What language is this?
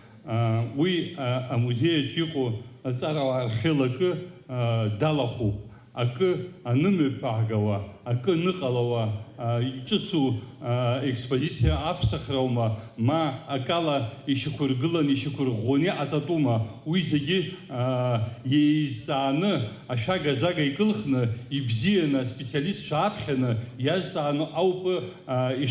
Abkhazian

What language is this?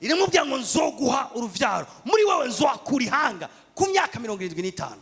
Rundi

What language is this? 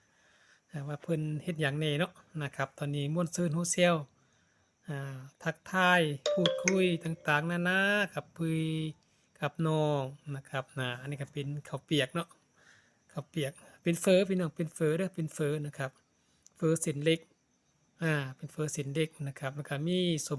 Northeastern Thai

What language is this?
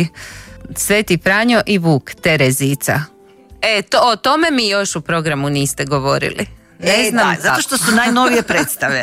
Croatian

